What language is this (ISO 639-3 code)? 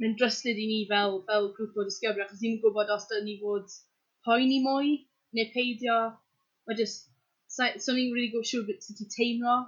cym